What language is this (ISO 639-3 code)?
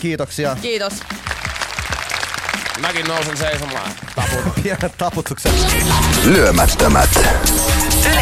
fin